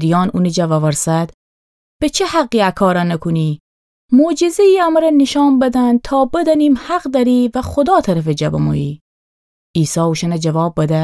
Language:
Gilaki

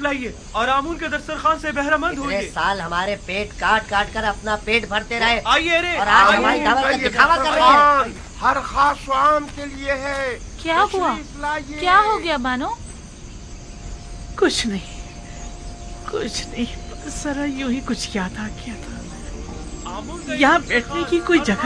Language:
Urdu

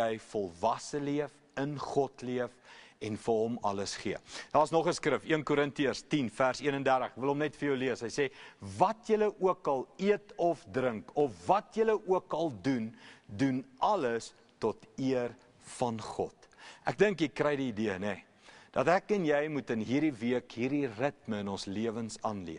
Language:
Afrikaans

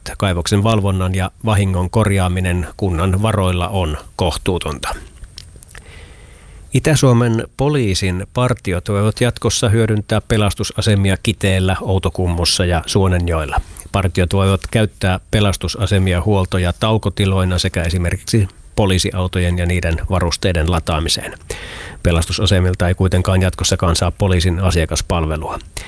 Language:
Finnish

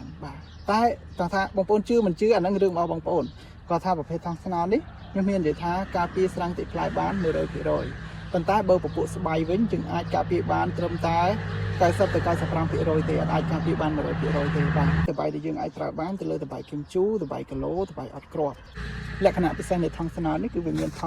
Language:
Khmer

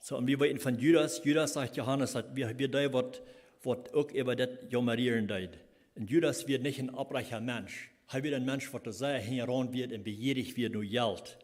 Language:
Plautdietsch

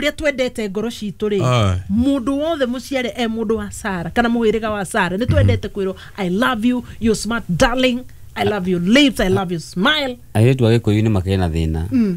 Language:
Kikuyu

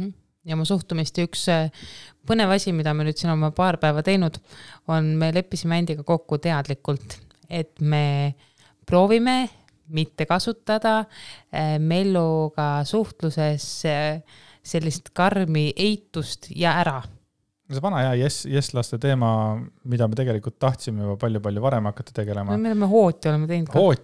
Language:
Estonian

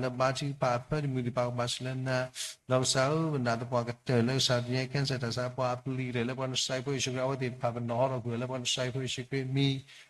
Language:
S'gaw Karen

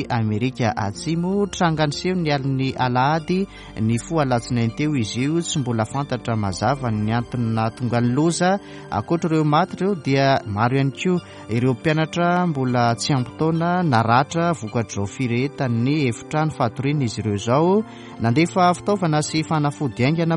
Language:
Malagasy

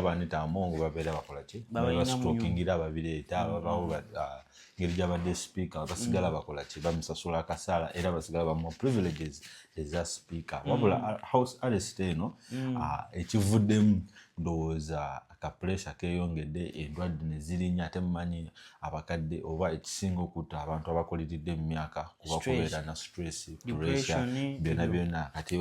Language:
Ganda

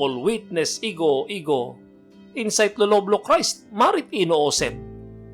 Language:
Tok Pisin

